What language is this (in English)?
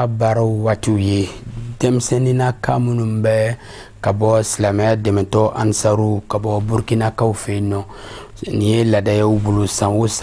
Bambara